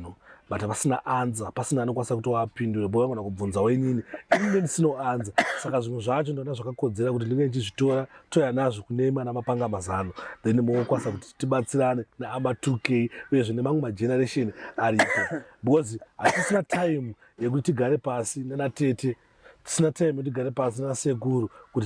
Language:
Shona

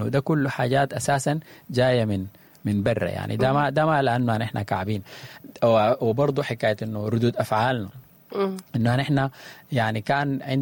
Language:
Sudanese Arabic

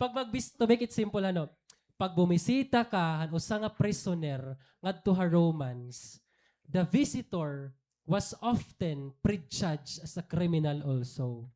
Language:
Waray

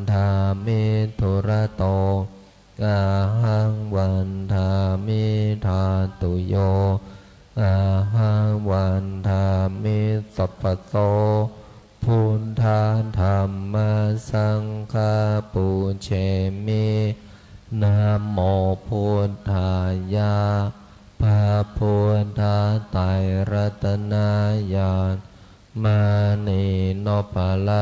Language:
Pali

